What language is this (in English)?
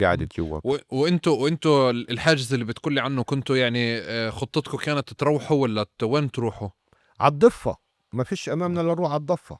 North Levantine Arabic